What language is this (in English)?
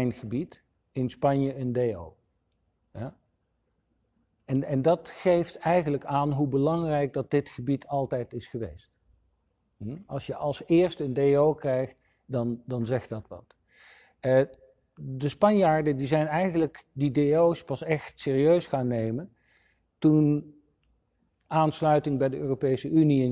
Dutch